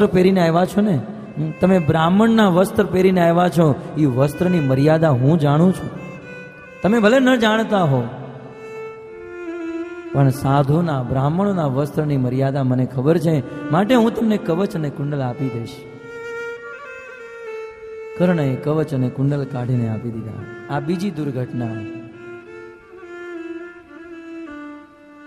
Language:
Gujarati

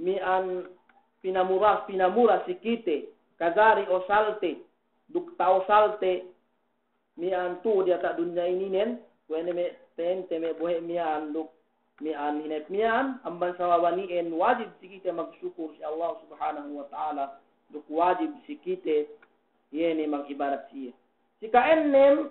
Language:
Yakan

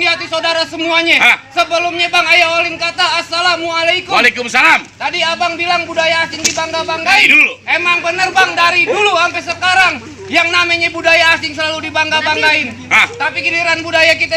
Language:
Betawi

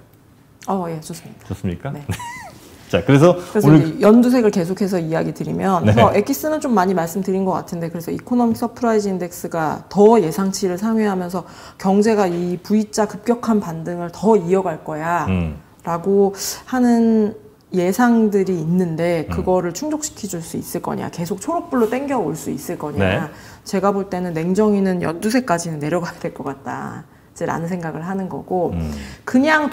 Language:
Korean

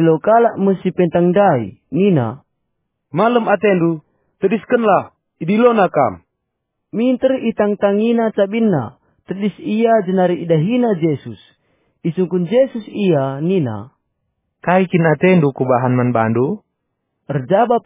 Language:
Batak Karo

